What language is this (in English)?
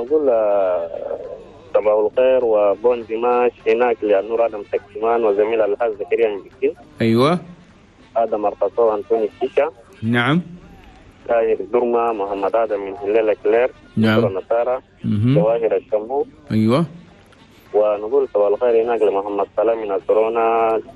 Chadian Arabic